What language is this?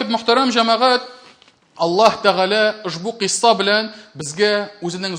Tatar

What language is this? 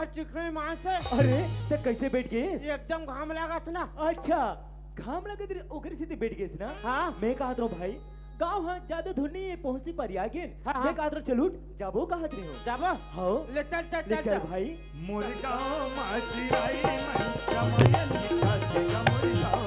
Chhattisgarhi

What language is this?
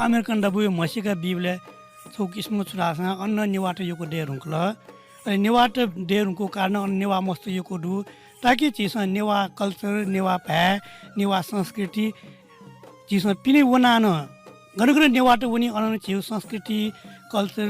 Newari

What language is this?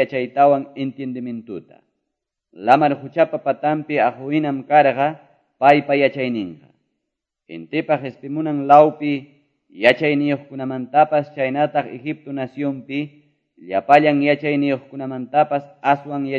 Quechua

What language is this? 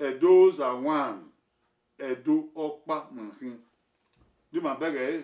Bini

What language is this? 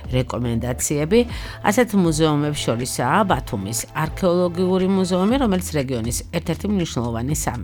Georgian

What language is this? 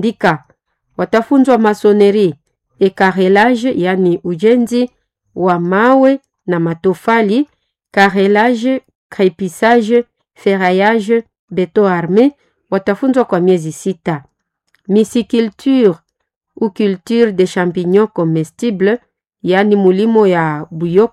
Swahili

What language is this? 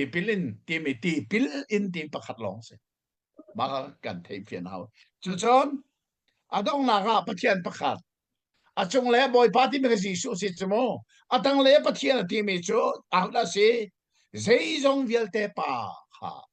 Hakha Chin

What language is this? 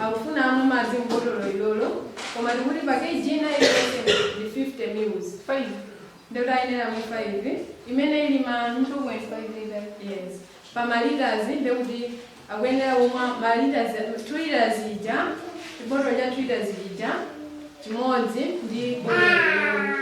Nyanja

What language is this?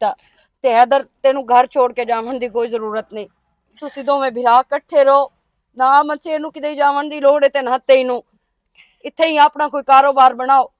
Western Panjabi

